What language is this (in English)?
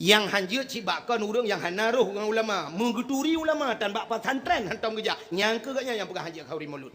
Achinese